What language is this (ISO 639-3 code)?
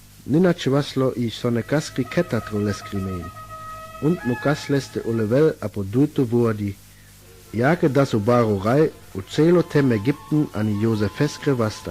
rmo